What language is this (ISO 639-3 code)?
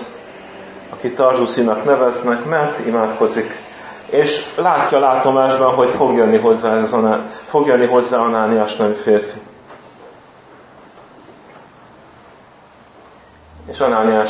hun